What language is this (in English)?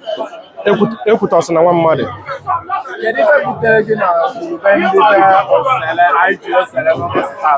Igbo